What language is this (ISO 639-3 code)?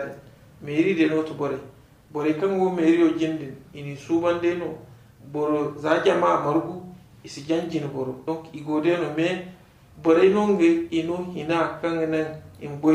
dje